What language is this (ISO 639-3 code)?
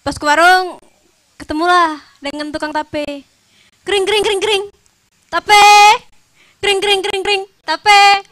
mui